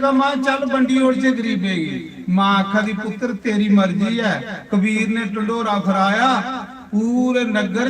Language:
Dogri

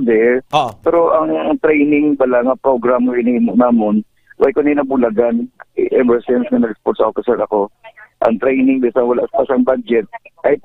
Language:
Hiligaynon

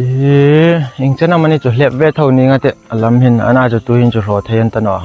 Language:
Hmar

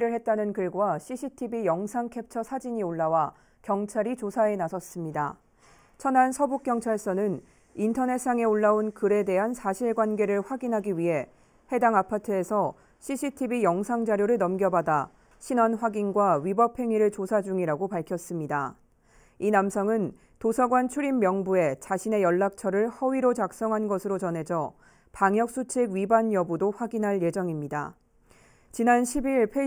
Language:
Korean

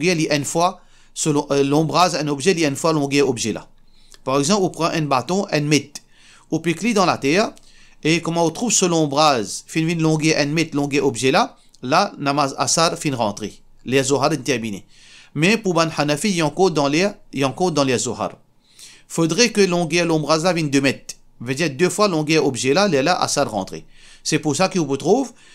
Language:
Morisyen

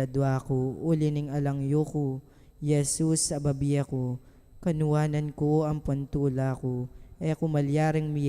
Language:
Pampanga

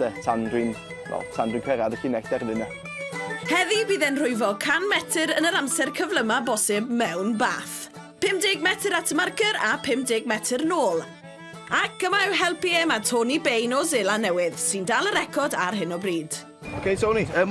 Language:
Welsh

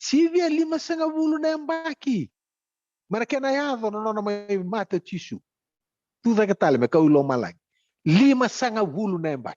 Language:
Fijian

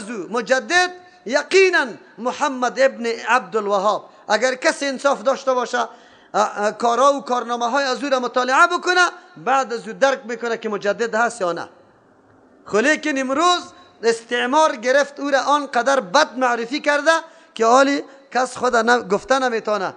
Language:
Persian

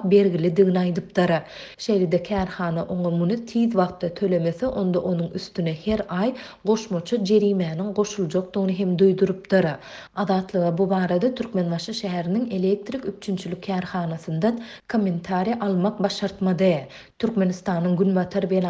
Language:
Turkmen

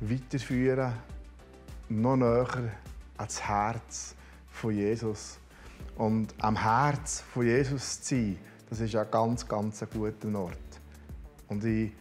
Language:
Swiss German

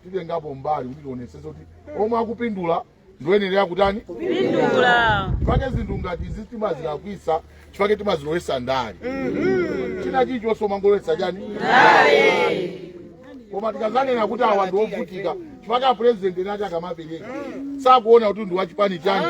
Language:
Nyanja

